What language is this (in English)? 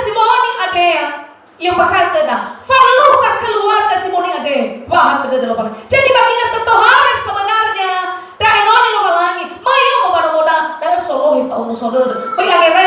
Nias